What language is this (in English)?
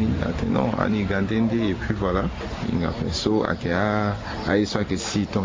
Sango